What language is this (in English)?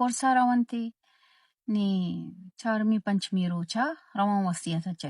Baluchi